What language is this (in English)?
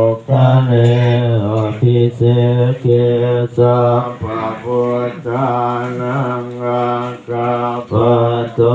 Pali